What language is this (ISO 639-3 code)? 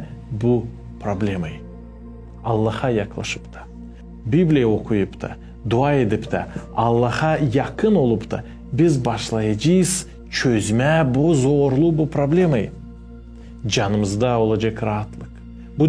gag